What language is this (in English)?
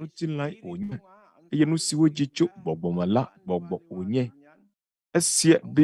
Ewe